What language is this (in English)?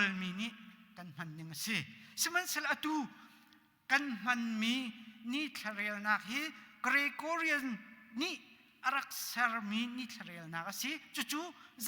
Hakha Chin